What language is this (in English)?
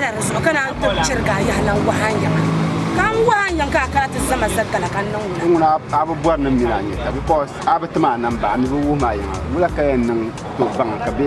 Dagbani